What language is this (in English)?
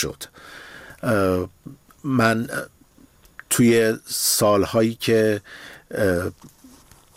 Persian